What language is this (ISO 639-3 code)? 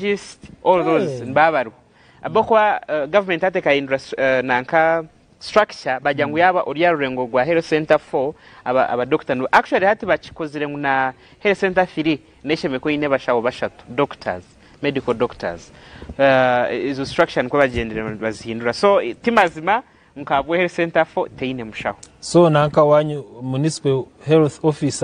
nyn